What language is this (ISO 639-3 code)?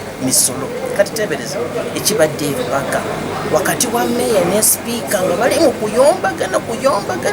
lug